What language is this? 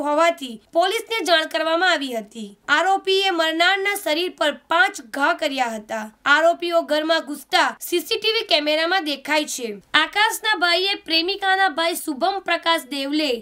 Gujarati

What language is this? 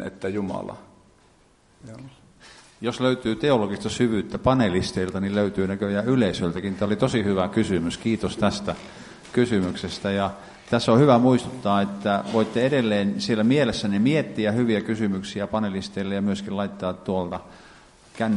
Finnish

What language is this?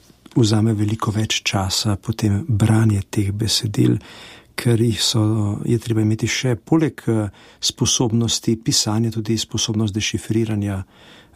Slovenian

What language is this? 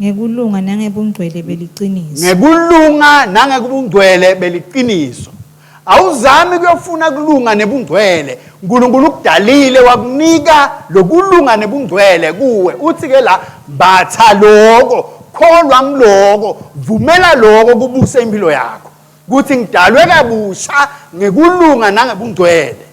Swati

